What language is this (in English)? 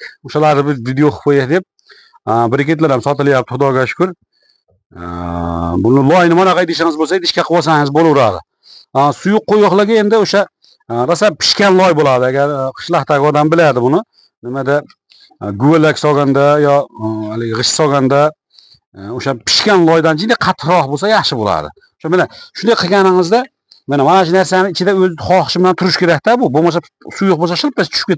Uzbek